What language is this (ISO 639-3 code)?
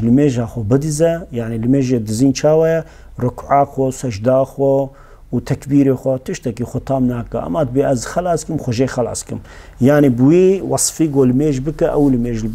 kur